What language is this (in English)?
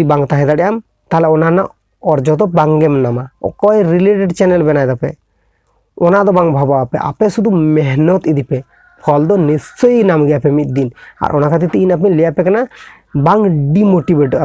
Santali